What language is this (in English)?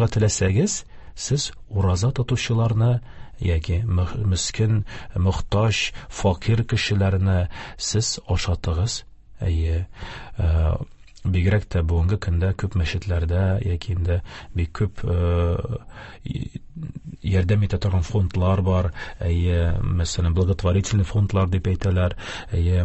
Tatar